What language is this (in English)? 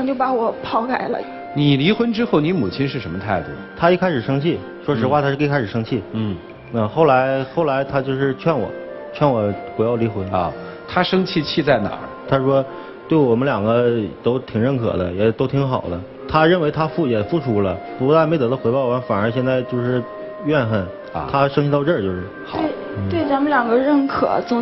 Chinese